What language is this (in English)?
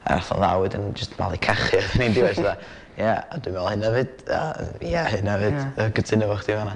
Welsh